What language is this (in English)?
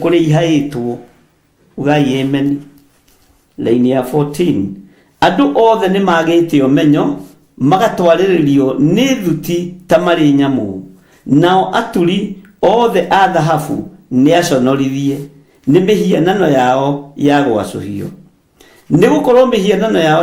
Kikuyu